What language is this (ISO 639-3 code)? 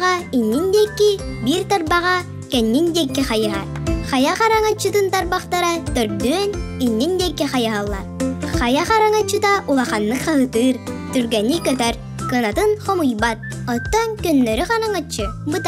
sah